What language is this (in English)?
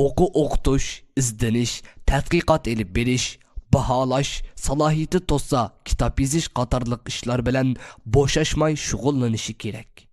Uyghur